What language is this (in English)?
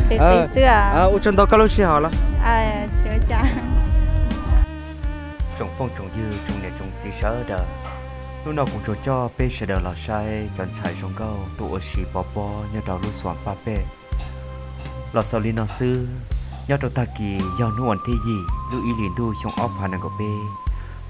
Vietnamese